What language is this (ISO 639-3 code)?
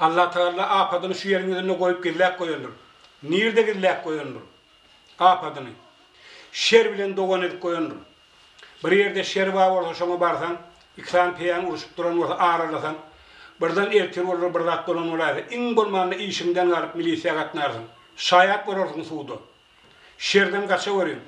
tuk